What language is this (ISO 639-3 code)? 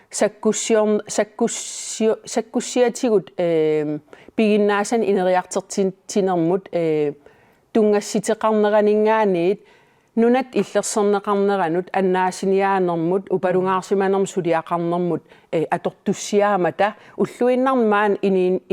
kal